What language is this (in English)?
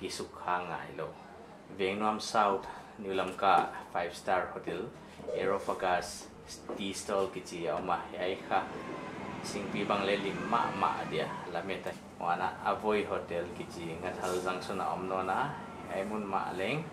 Paite Chin